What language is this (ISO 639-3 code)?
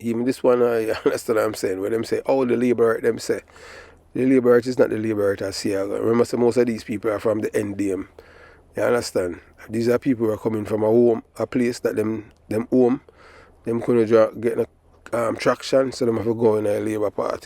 jam